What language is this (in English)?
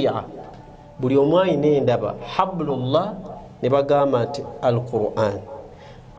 Ganda